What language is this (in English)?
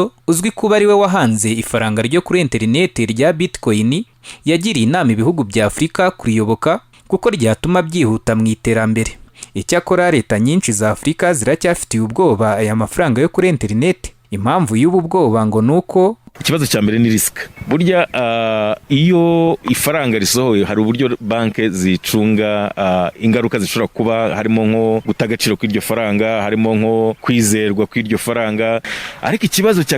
Kinyarwanda